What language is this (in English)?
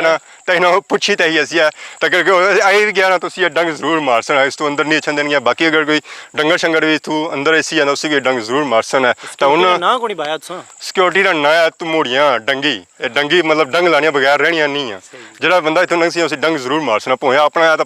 Pahari-Potwari